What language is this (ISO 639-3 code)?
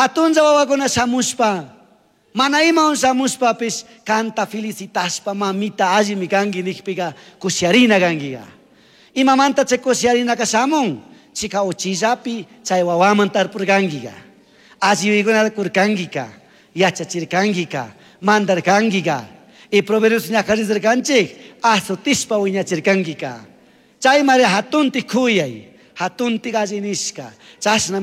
qug